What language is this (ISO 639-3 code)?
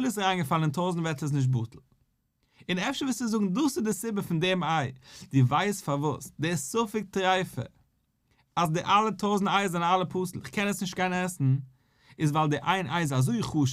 yid